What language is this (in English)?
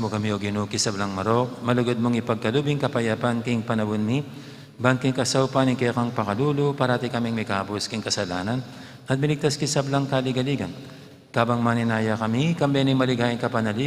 Pampanga